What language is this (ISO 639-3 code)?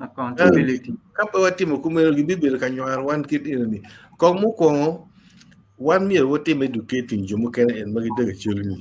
ach